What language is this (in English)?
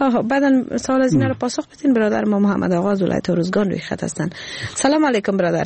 Persian